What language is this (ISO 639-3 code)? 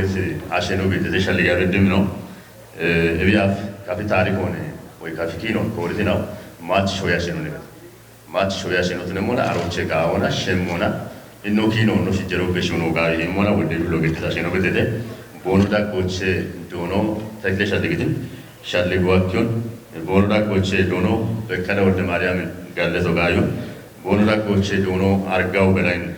kbr